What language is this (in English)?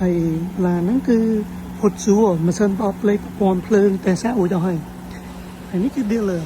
Khmer